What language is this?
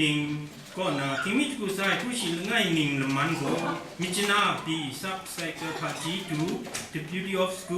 Kachin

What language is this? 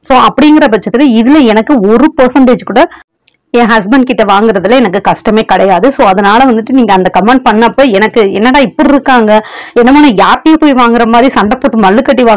Tamil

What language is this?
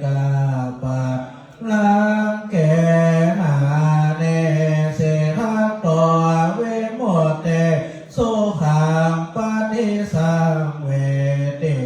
Pali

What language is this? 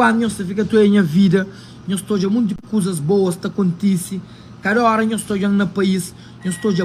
Kabuverdianu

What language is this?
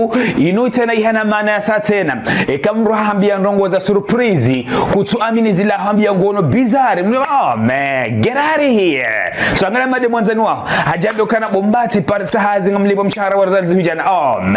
Ngazidja Comorian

